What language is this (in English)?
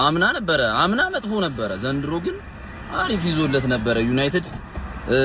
Amharic